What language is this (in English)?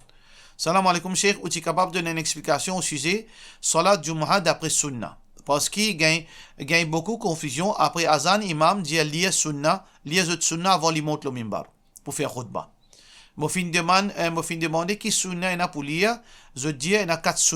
Morisyen